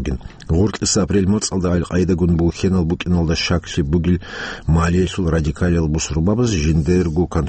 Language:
Avaric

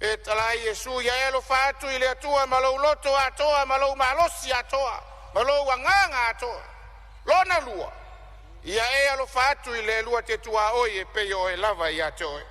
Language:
Samoan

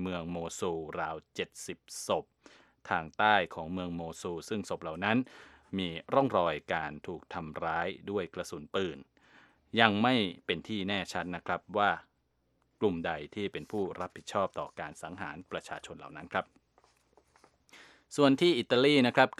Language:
Thai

